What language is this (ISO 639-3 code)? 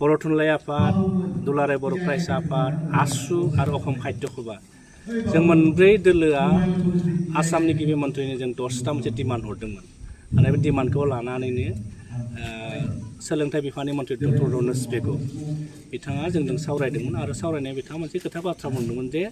brx